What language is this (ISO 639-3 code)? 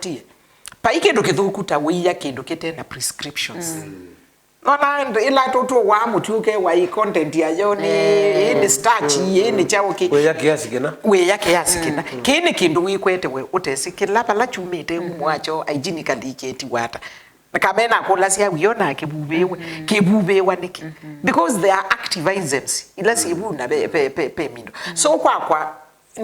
kam